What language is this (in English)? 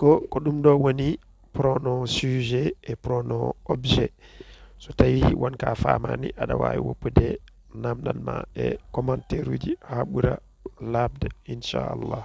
Fula